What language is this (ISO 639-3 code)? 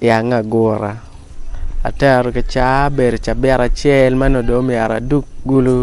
ach